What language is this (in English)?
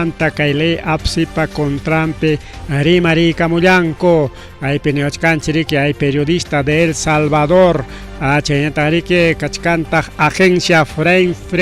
Ayacucho Quechua